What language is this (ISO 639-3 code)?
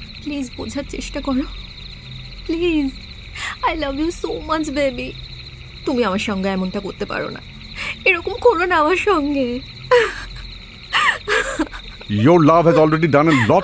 ben